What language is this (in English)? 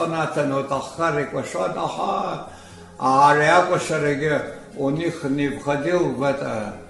Abkhazian